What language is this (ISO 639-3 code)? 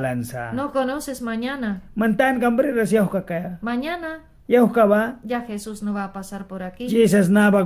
miq